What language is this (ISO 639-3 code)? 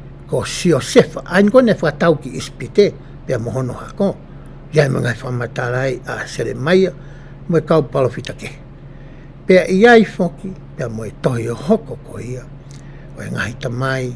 ton